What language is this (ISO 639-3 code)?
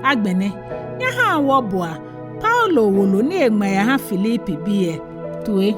gaa